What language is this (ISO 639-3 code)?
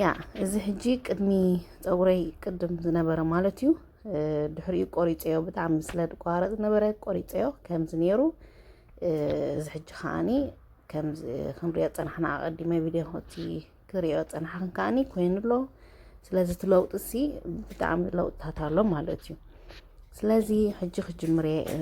tir